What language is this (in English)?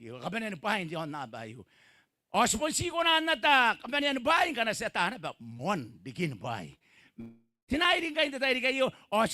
Gilbertese